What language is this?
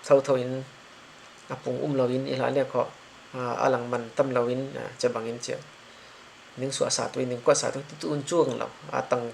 Falam Chin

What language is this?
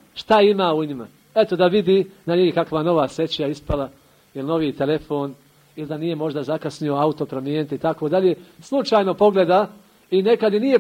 Bosnian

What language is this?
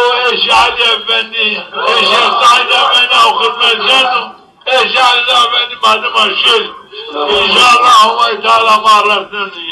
Zaza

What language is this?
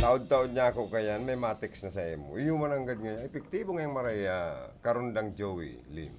Bikol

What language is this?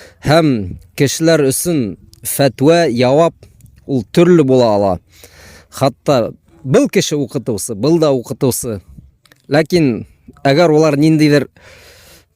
Bashkir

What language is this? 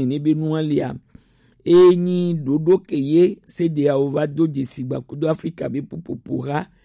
Gen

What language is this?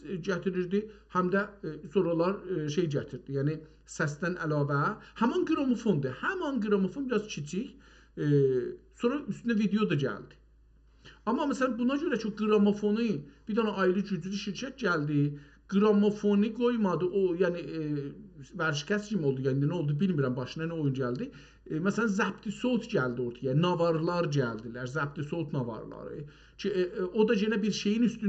South Azerbaijani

